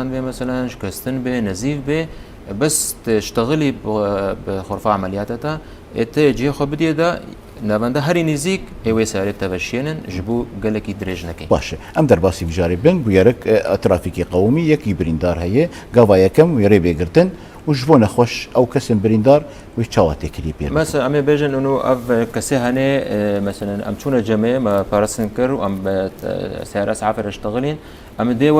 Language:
Kurdish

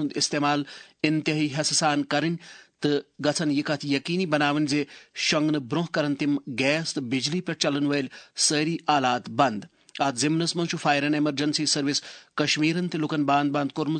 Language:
Kashmiri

